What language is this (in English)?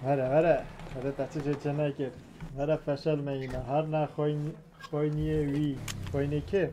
Kurdish